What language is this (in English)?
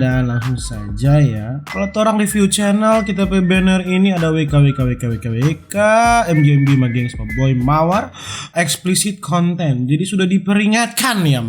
Manado Malay